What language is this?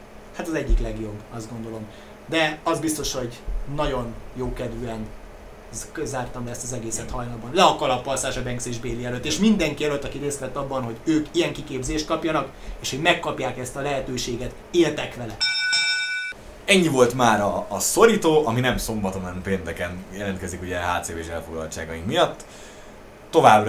Hungarian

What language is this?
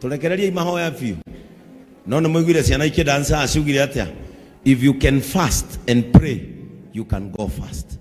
Kikuyu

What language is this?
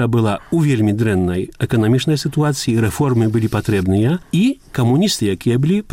Belarusian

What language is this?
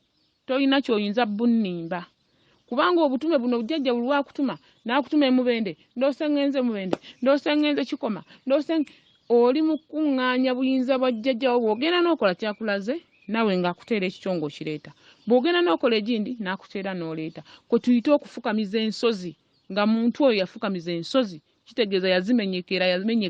Ganda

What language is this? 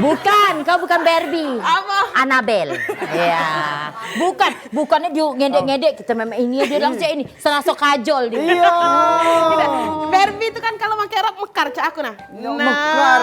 Musi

